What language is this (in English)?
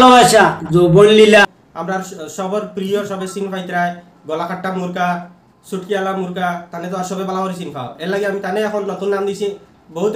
Sylheti